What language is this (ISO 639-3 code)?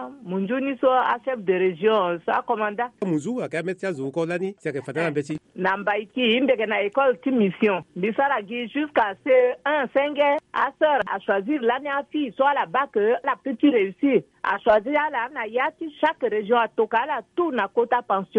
sag